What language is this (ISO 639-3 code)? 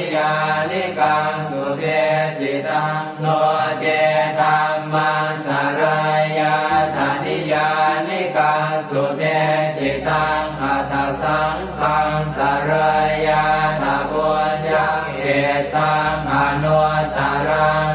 pli